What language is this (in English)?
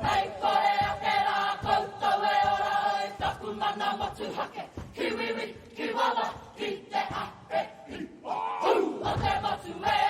Māori